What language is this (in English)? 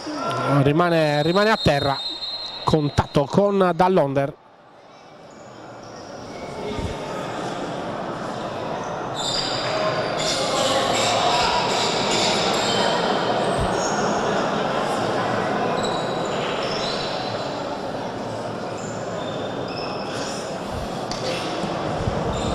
Italian